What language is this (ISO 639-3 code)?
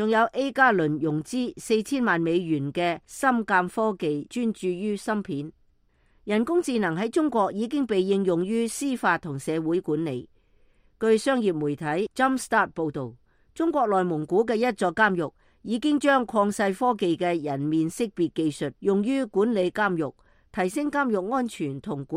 yue